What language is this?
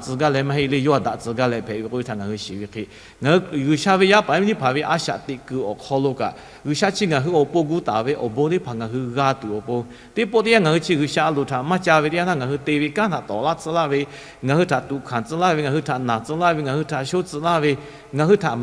Lahu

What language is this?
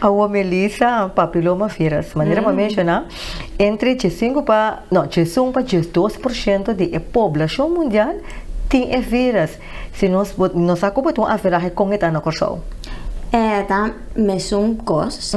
Papiamento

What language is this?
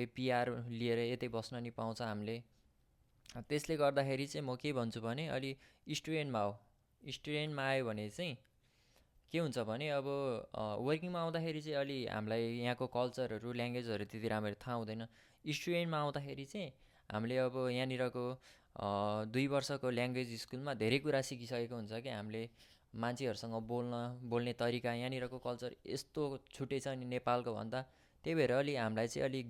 Nepali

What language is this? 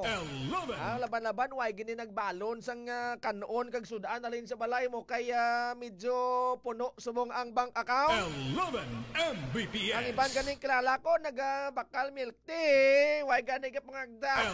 Hiligaynon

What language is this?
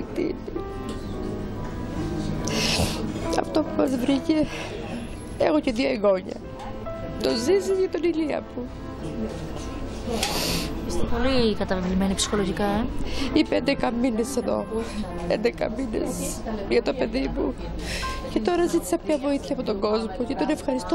Greek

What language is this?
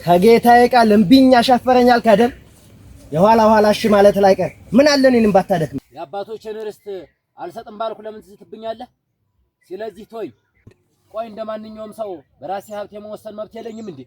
Amharic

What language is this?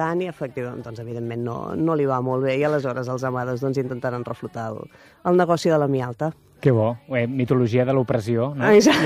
Catalan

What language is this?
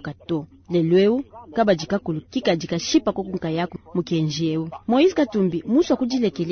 Luba-Lulua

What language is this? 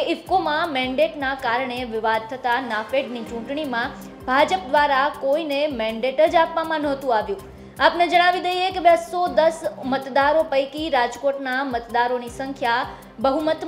Gujarati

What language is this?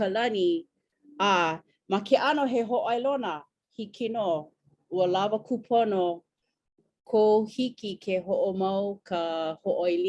Hawaiian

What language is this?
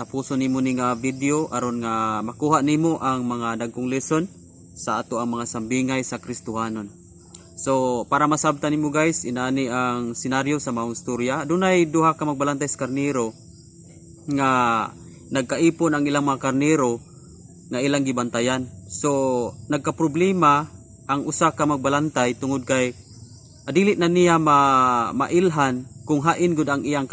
Cebuano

